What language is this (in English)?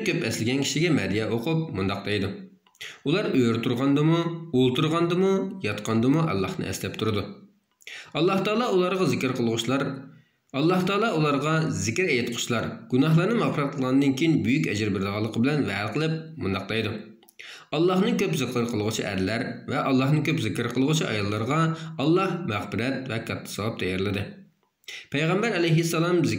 Uyghur